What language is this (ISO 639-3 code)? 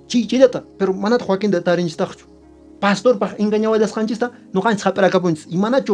que